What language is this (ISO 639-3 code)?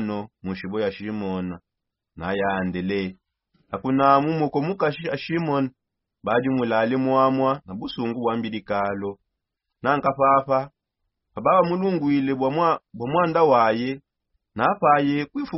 sop